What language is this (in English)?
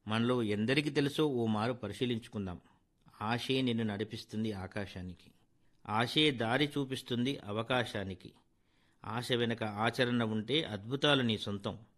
Telugu